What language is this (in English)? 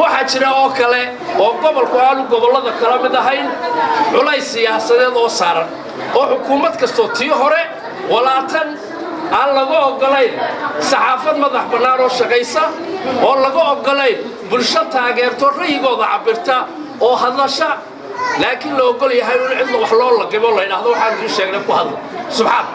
Somali